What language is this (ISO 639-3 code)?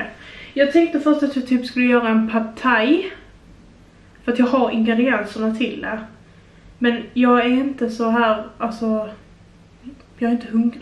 swe